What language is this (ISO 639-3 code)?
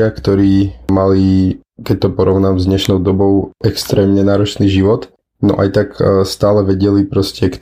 slk